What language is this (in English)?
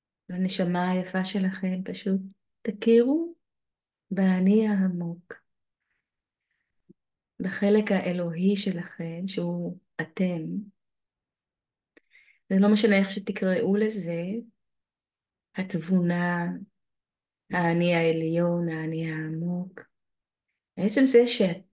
Hebrew